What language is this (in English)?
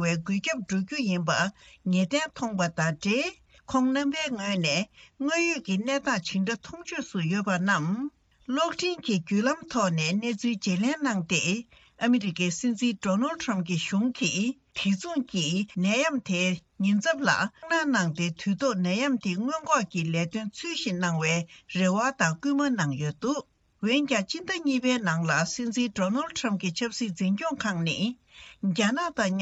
Tibetan